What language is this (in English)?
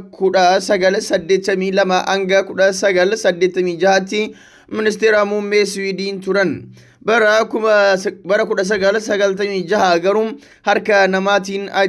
Oromo